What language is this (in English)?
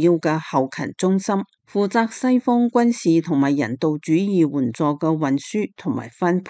Cantonese